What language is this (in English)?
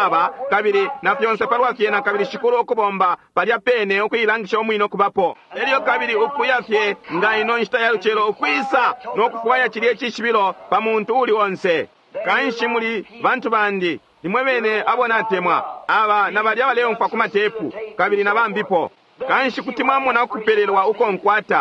Bemba